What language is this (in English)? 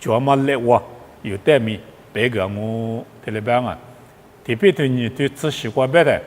Lisu